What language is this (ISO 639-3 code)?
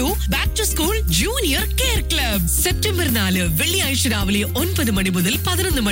mal